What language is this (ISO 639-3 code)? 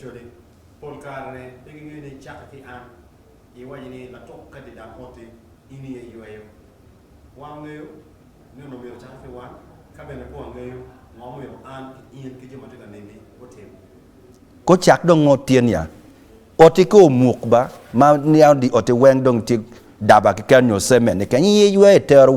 ach